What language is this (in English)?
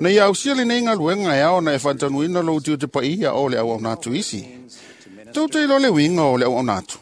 Samoan